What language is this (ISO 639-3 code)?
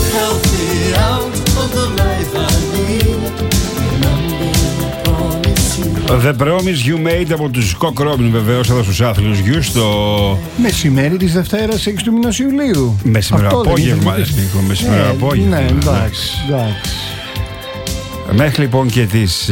ell